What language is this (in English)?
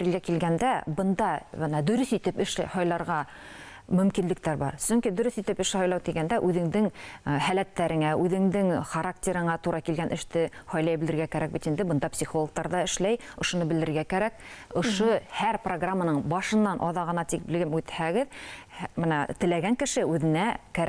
Bashkir